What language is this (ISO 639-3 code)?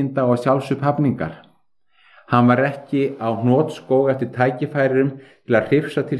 isl